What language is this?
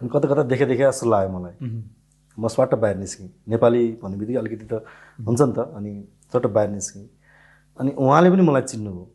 Nepali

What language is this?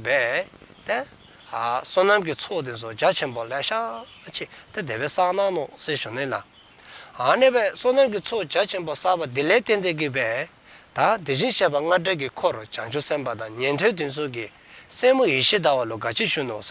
Dzongkha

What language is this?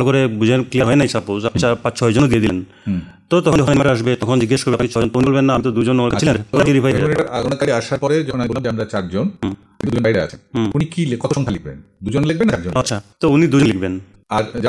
Bangla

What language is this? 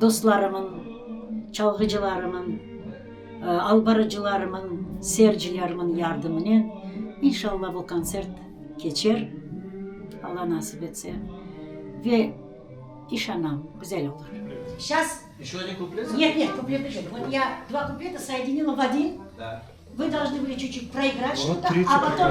Crimean Tatar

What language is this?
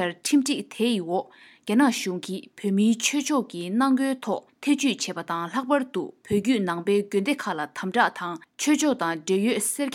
Tibetan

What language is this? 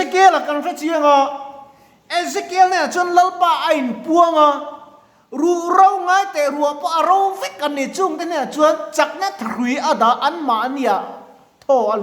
Mizo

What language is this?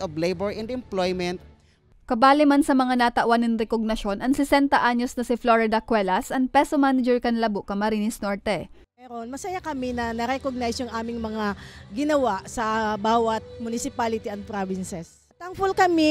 Bikol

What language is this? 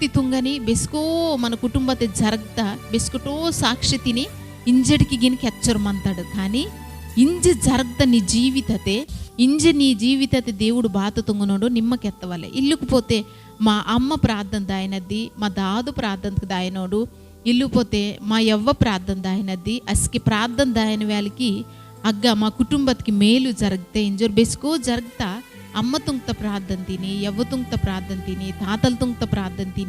Koya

